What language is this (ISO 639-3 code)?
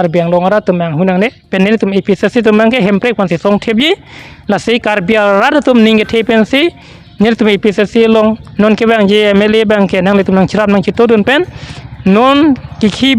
mjw